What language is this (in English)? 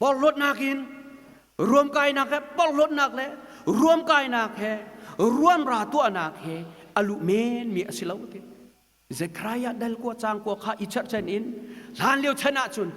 Hakha Chin